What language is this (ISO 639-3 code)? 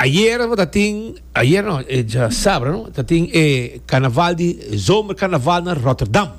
pap